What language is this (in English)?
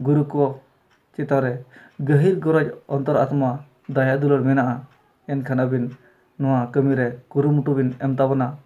Santali